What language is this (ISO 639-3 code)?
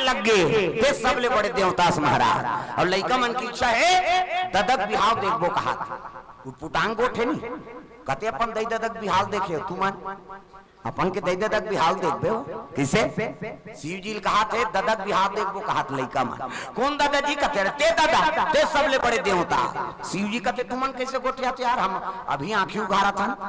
hne